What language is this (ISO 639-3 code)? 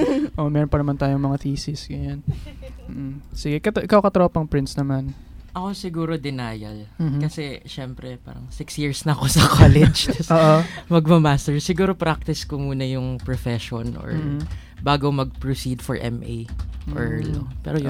fil